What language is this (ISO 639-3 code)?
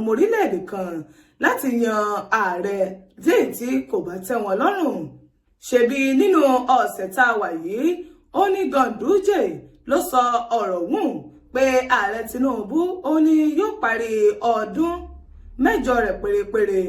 yor